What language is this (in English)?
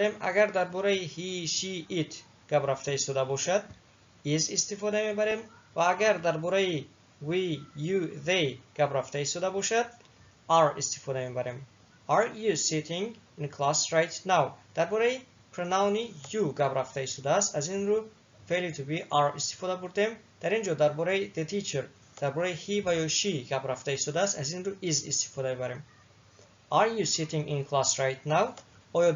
Tajik